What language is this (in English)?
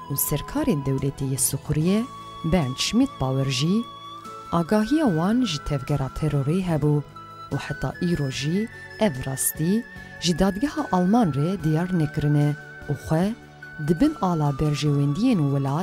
Kurdish